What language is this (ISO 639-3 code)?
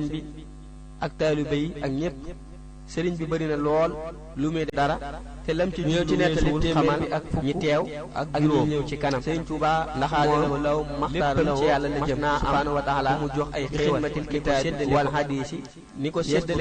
wol